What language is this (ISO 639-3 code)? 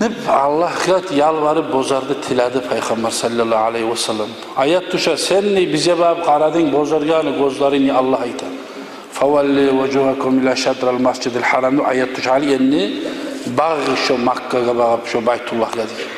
kum